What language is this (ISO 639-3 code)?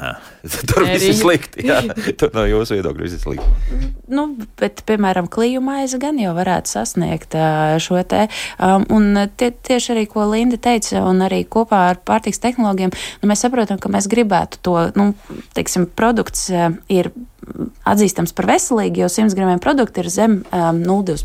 lav